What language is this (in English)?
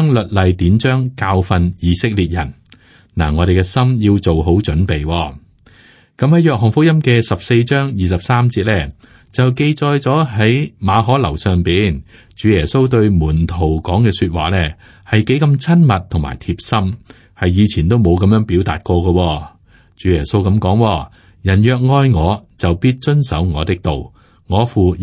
Cantonese